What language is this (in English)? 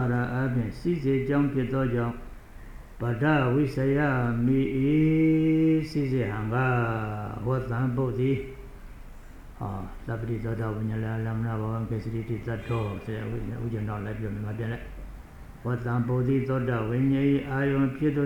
Burmese